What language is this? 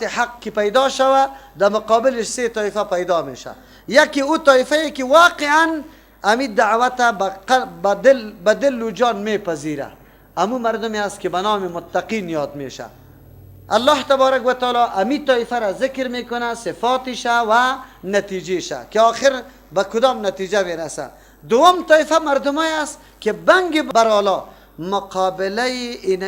Persian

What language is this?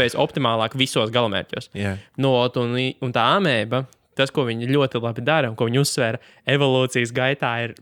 Latvian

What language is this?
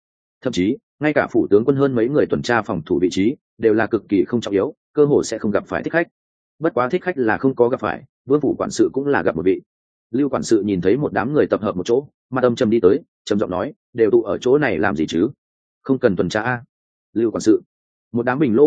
Vietnamese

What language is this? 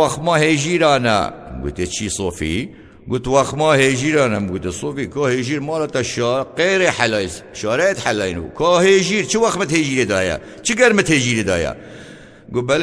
Kurdish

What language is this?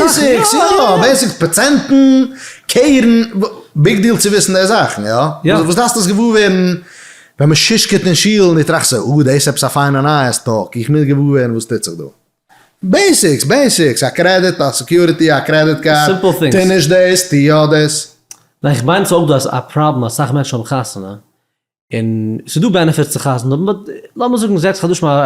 Yiddish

